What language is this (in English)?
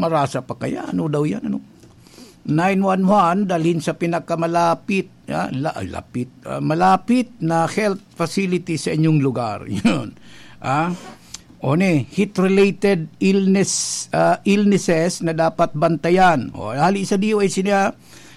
Bikol